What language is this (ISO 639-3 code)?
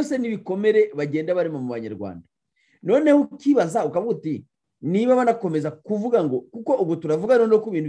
kin